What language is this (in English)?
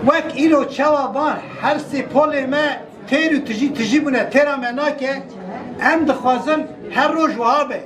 Kurdish